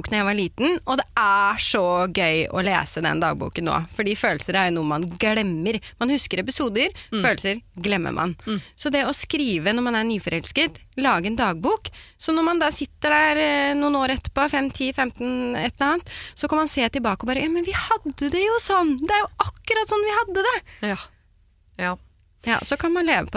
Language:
Norwegian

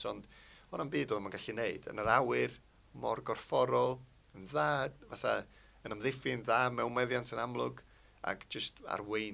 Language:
Welsh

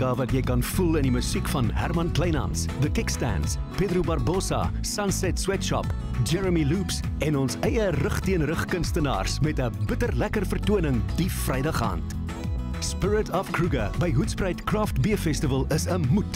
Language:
Afrikaans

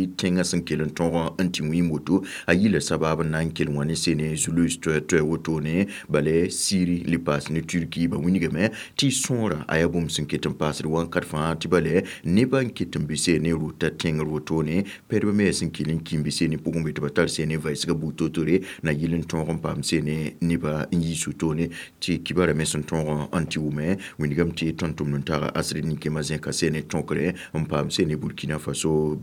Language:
Mossi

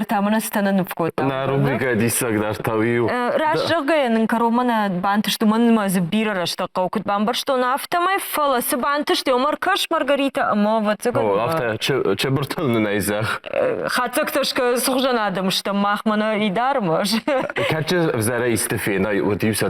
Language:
Ossetic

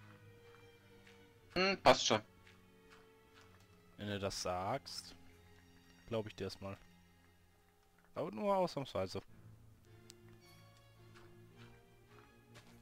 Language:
German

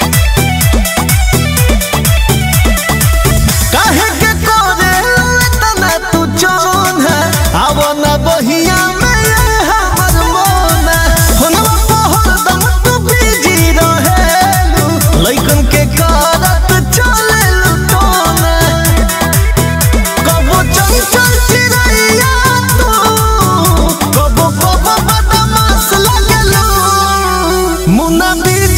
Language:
Bhojpuri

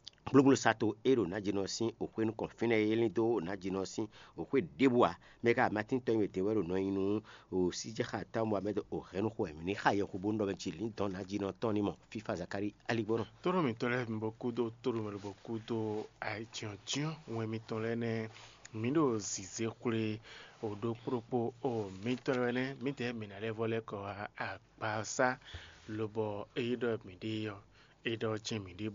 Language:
Fon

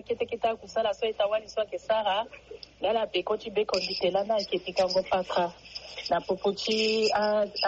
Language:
Sango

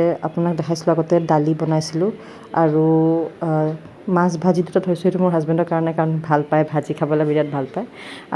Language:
Assamese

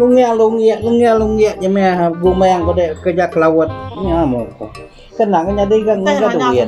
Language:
Iban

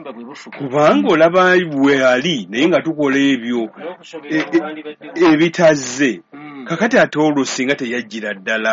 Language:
Ganda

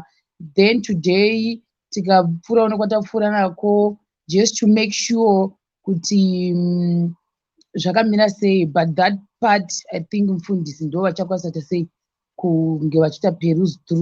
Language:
Shona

